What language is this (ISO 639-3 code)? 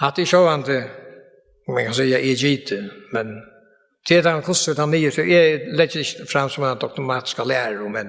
fao